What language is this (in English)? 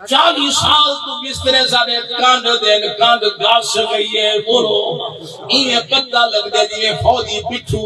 Saraiki